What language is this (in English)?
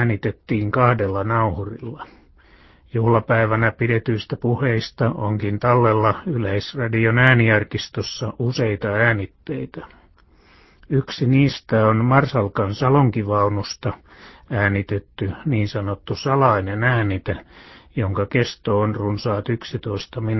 Finnish